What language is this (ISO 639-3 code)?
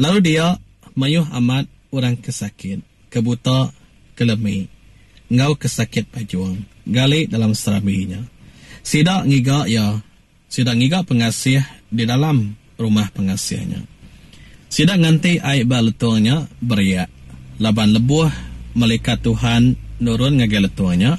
iba